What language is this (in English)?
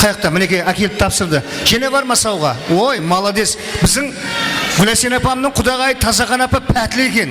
Kara-Kalpak